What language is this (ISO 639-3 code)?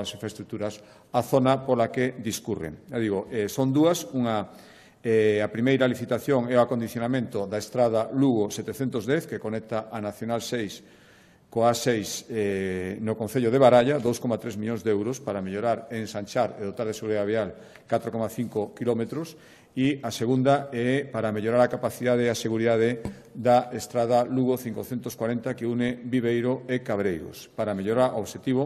glg